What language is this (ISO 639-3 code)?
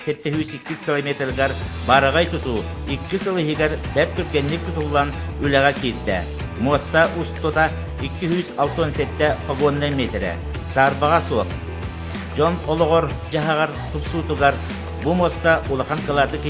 sah